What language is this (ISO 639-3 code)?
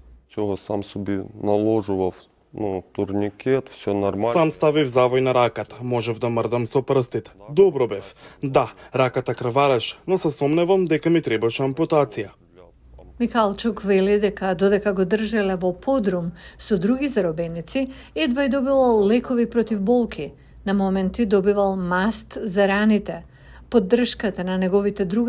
mkd